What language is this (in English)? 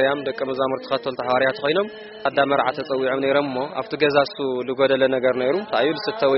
Tigrinya